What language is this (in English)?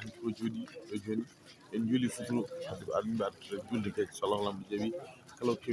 Fula